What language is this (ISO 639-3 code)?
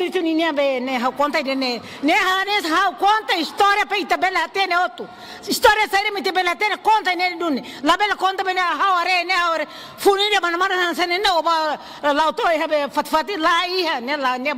tet